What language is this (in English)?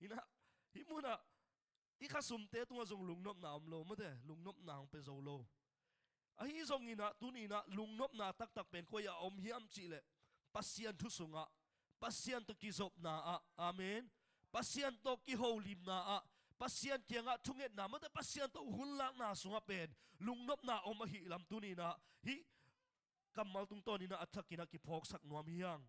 Tedim Chin